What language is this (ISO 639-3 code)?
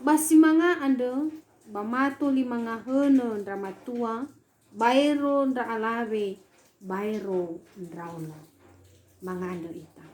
nia